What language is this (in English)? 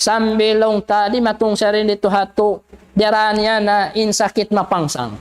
Tausug